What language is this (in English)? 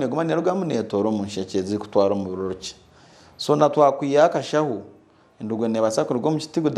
Nyankole